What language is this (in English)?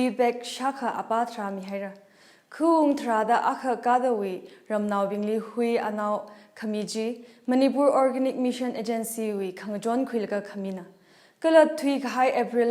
Tangkhul Naga (India)